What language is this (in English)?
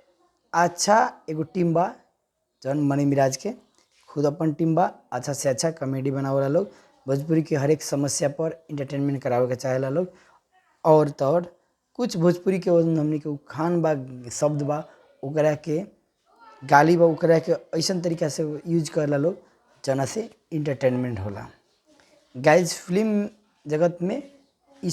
Bhojpuri